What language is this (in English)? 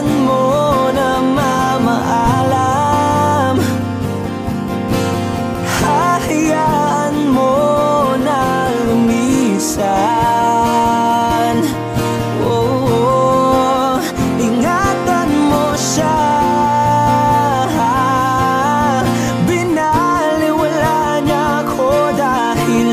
Filipino